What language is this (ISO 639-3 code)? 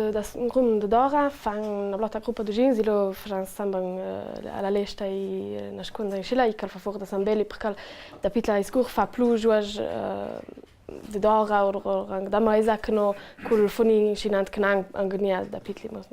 lld